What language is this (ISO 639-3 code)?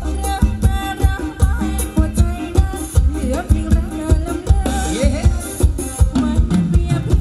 tha